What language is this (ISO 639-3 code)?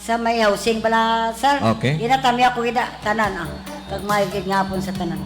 hil